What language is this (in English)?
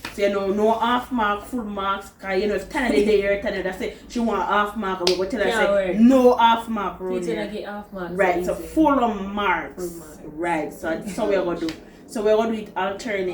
Jamaican Creole English